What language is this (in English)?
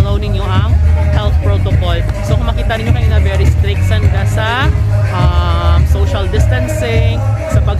Hiligaynon